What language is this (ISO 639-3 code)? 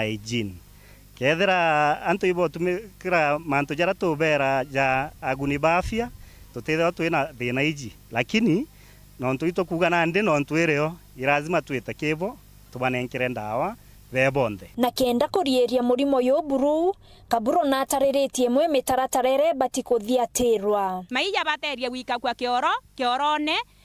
mer